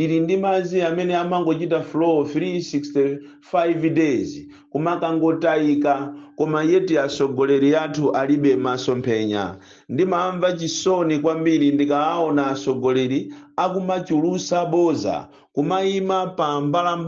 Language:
Nyanja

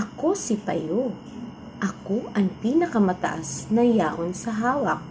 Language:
Bikol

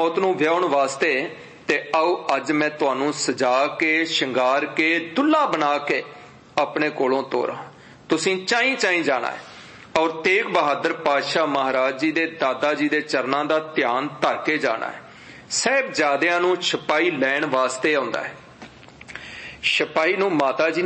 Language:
Punjabi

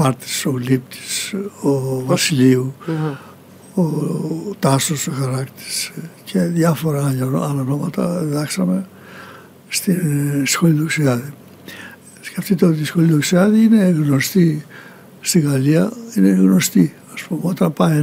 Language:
Greek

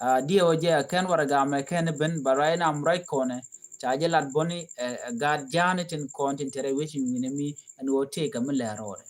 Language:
Nuer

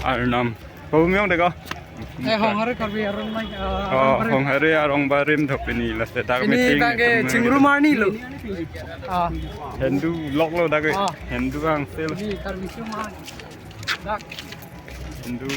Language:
Karbi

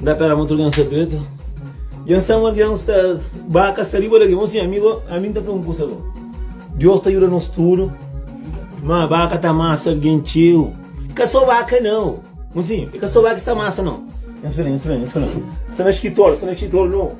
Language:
Kabuverdianu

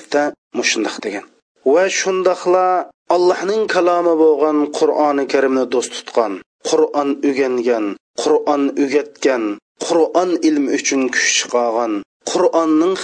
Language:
Uyghur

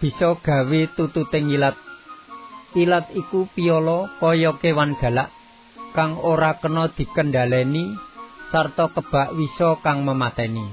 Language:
Javanese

